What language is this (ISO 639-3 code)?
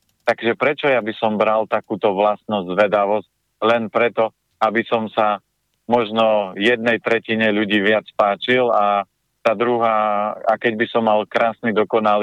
slk